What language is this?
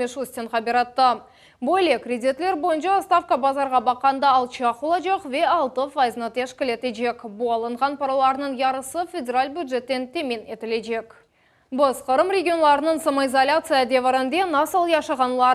Crimean Tatar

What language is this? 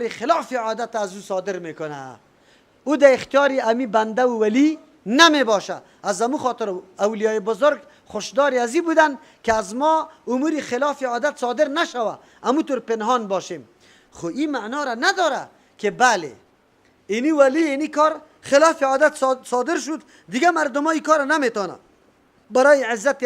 Persian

